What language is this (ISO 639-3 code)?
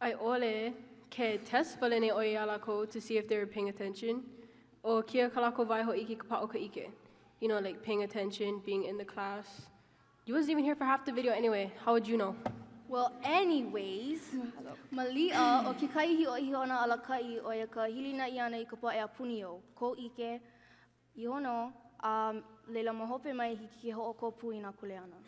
haw